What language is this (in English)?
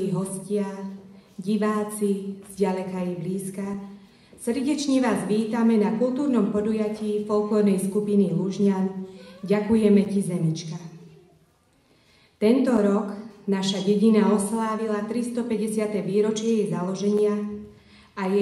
Slovak